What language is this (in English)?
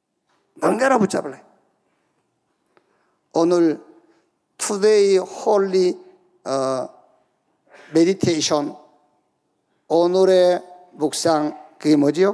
Korean